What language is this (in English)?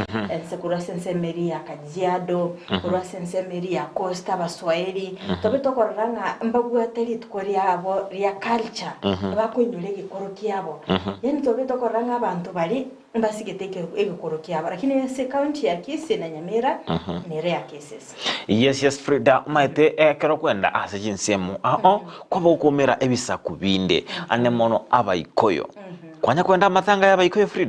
Gusii